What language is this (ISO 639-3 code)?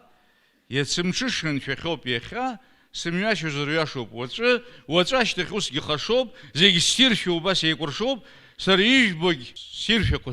abk